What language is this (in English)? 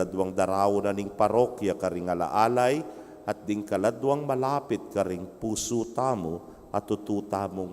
Pampanga